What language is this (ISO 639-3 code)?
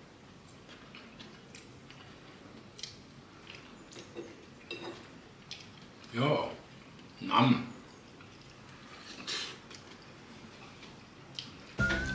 fin